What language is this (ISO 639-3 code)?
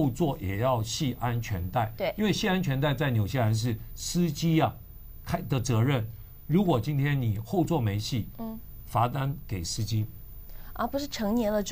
zho